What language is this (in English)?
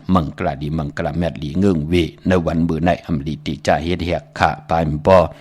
Shan